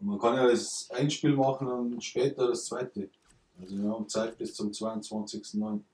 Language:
Bavarian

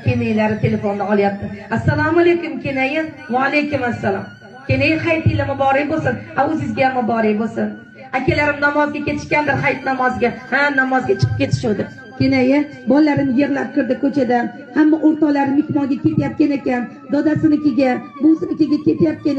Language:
Uzbek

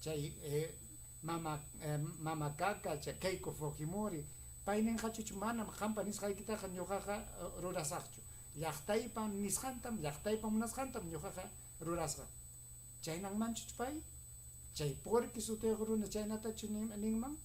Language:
Ayacucho Quechua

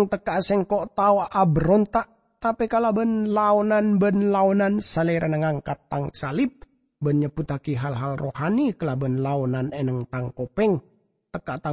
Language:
Madurese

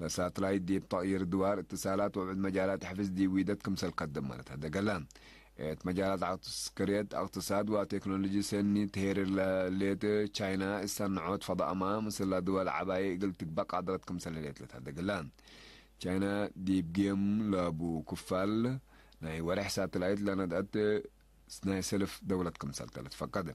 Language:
Tigre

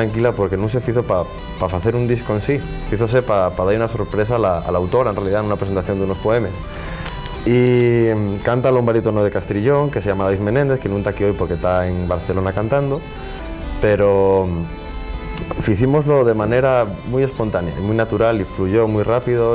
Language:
Asturian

